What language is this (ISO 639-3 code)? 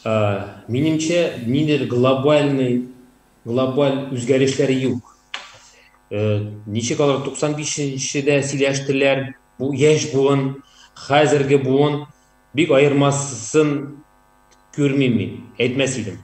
tat